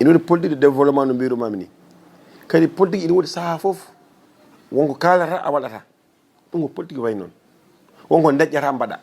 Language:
Fula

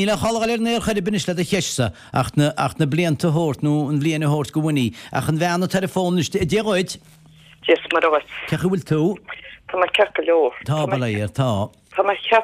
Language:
Irish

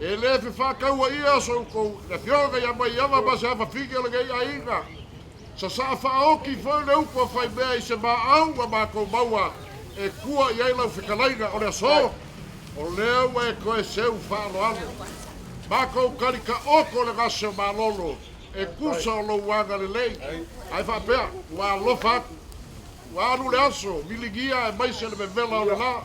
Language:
Samoan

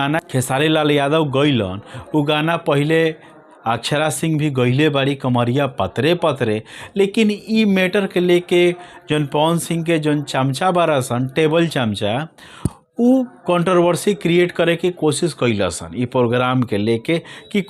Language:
Bhojpuri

